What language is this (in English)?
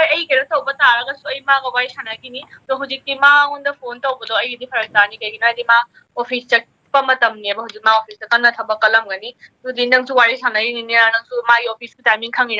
Manipuri